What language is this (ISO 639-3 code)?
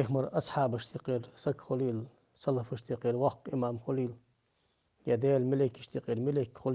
inh